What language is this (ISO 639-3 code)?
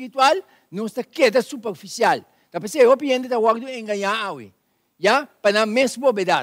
pap